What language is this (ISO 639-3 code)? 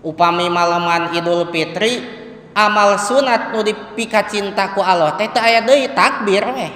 sun